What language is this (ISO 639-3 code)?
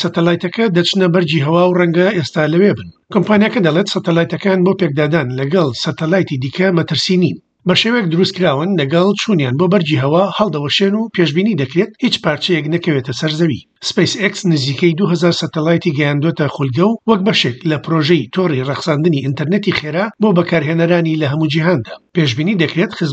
ckb